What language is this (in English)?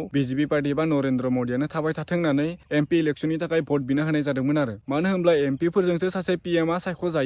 Bodo